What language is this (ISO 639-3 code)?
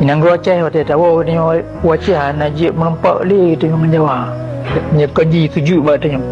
ace